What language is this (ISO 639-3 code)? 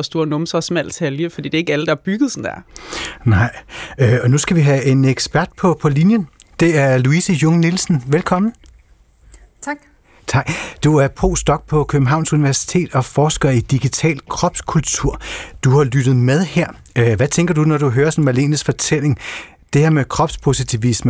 dan